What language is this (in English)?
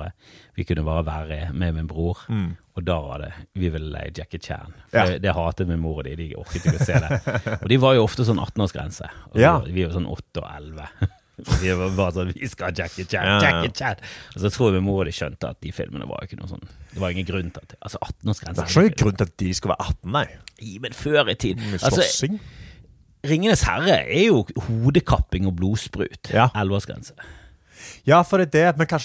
Norwegian